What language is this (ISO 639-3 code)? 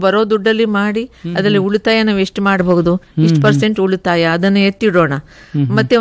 kan